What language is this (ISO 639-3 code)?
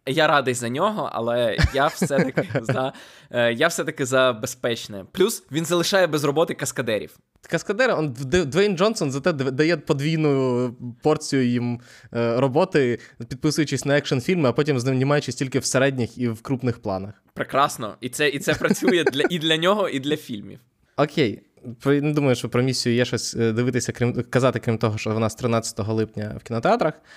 ukr